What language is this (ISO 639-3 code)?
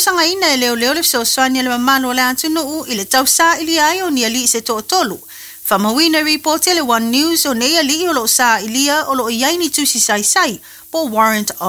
smo